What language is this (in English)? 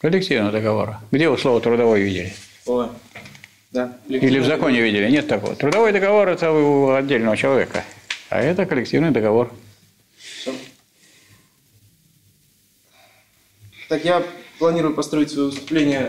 Russian